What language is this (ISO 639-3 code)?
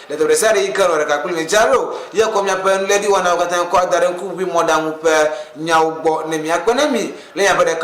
ewe